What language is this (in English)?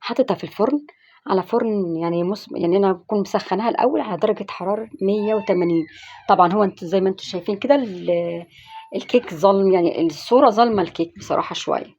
Egyptian Arabic